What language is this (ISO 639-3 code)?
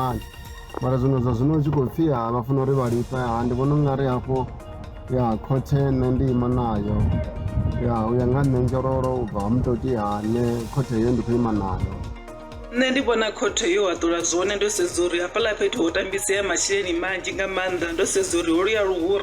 ven